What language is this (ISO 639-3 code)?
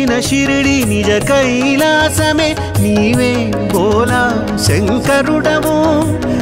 tel